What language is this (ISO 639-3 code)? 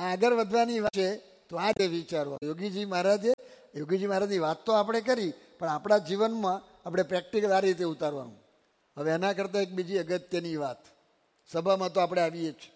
guj